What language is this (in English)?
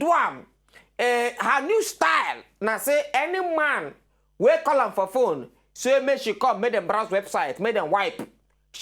Nigerian Pidgin